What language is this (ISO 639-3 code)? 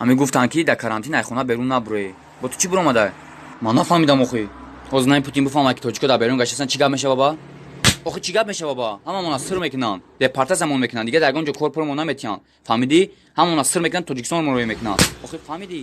tgk